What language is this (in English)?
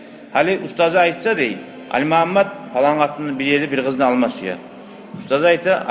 Kumyk